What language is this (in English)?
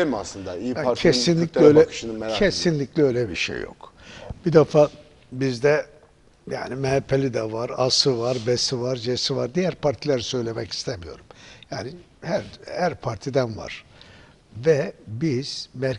Turkish